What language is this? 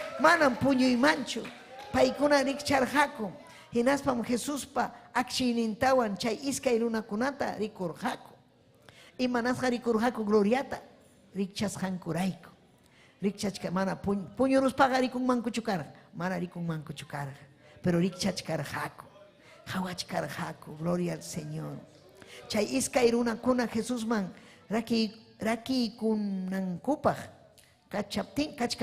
Ayacucho Quechua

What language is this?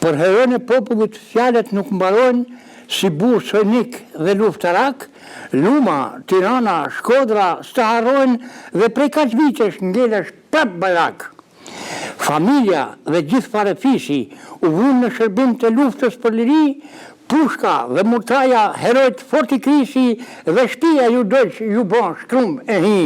Albanian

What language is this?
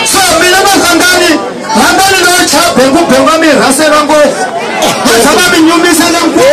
Tsonga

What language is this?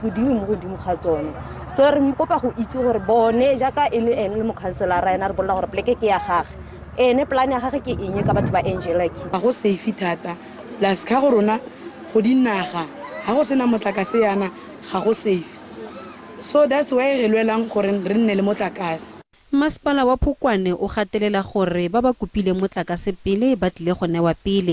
Tswana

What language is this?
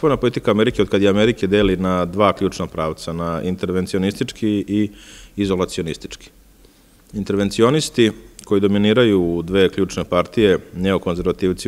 Serbian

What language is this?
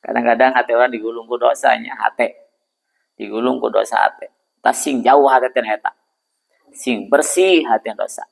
Sundanese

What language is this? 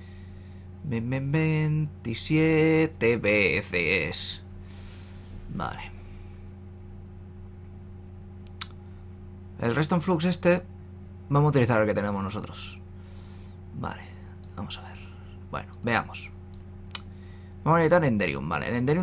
Spanish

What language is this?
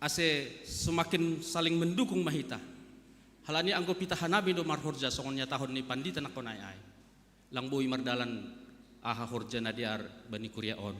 Batak Simalungun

